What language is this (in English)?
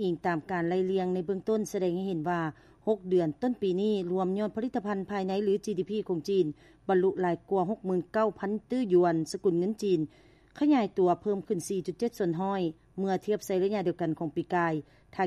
Lao